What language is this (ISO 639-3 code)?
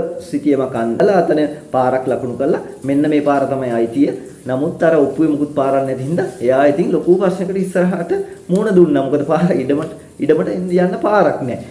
sin